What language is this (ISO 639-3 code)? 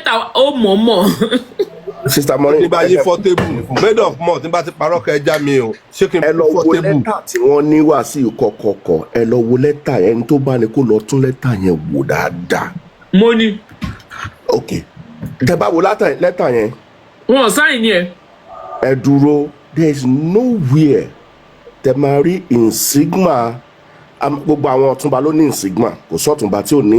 yor